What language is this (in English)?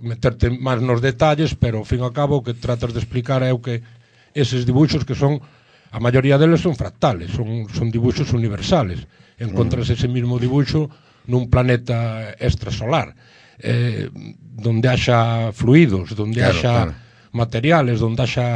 Galician